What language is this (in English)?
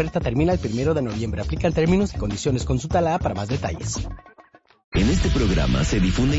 Spanish